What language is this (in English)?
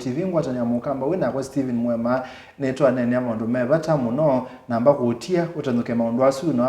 Kamba